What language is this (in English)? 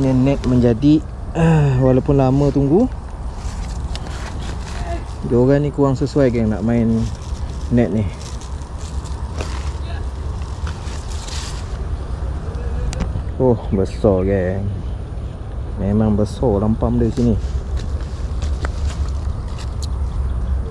Malay